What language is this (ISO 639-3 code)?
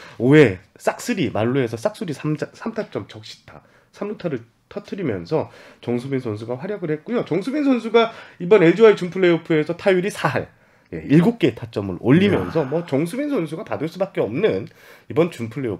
kor